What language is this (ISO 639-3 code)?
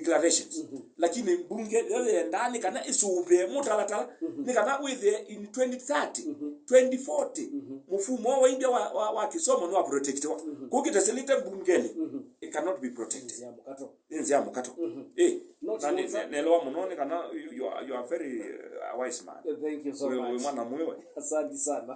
kam